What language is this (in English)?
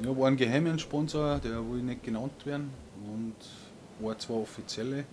Bavarian